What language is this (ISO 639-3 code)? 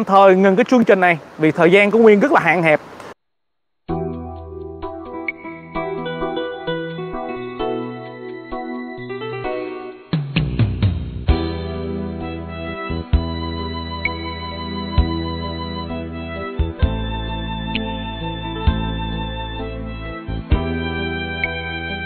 vie